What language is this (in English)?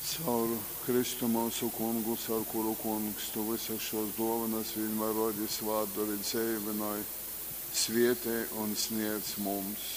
Latgalian